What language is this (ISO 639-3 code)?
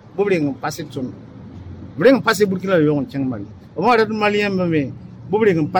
mos